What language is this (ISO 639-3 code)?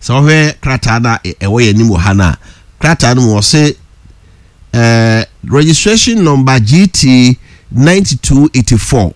aka